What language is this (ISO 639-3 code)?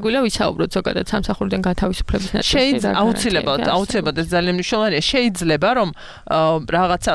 kat